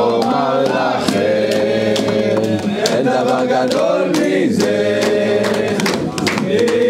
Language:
Hebrew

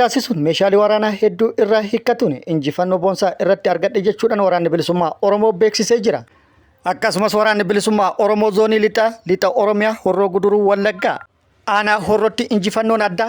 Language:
Oromo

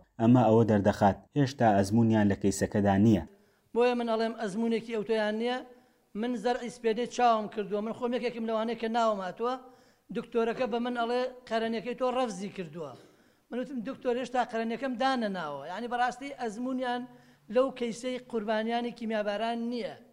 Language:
Central Kurdish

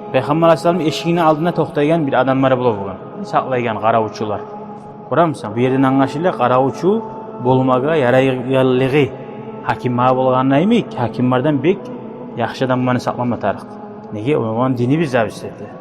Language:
Kumyk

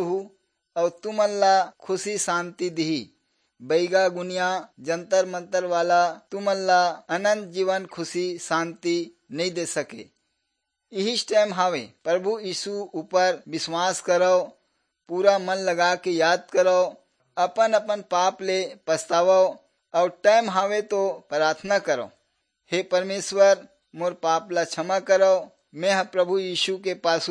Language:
Chhattisgarhi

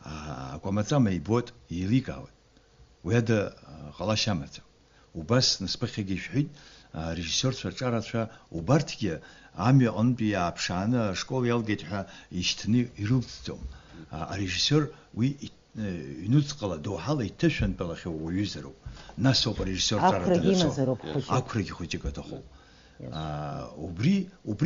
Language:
Abkhazian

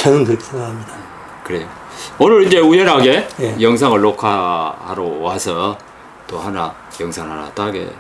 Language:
Korean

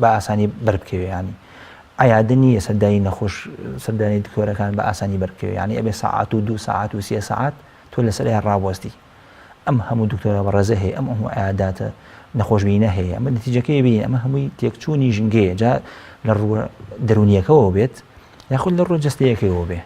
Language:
Central Kurdish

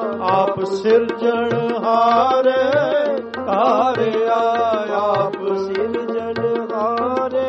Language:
Punjabi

